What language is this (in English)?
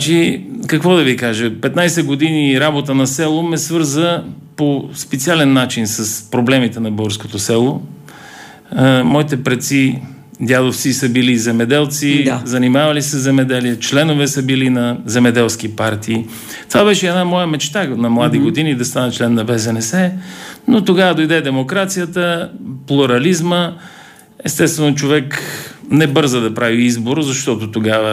Bulgarian